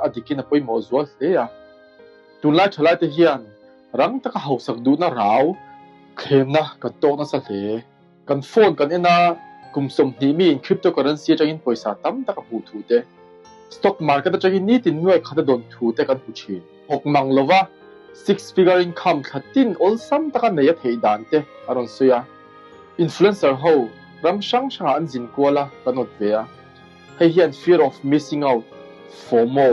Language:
Mizo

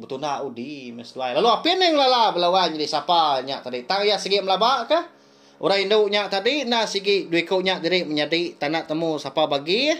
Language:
Iban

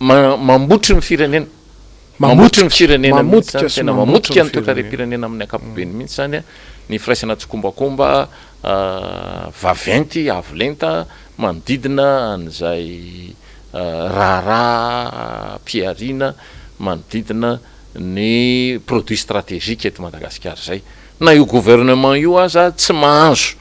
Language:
Malagasy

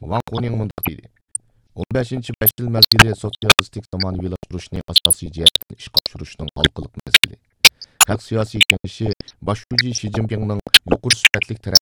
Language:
Uyghur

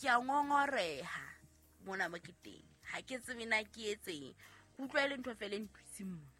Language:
Southern Sotho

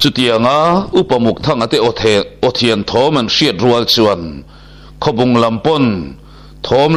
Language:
Mizo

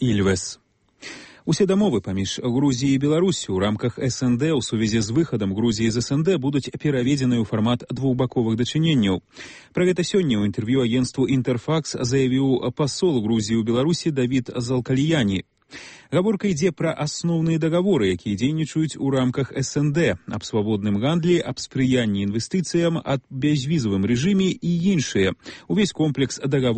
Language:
Belarusian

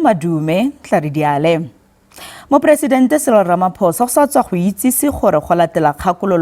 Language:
Tswana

